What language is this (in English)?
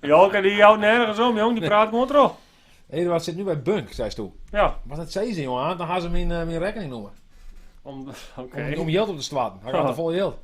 Western Frisian